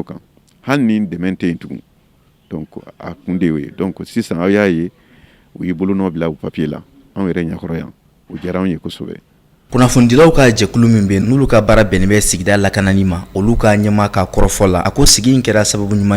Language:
Bambara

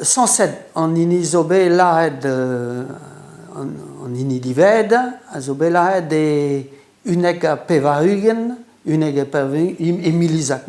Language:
Breton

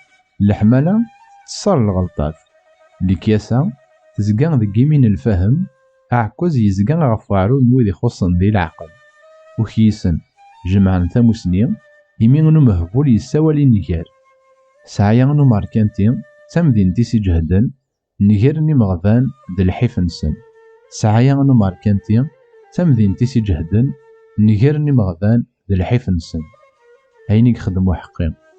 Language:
Kabyle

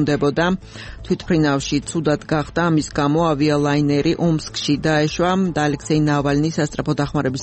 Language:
Georgian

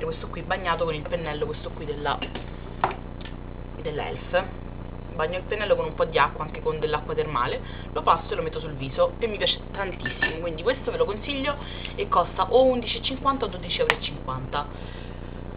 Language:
Italian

